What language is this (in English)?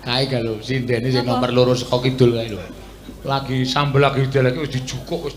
Javanese